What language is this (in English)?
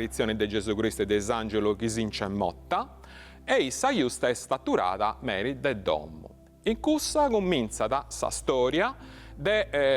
Sardinian